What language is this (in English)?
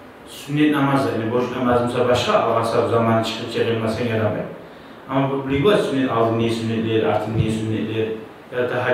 Kumyk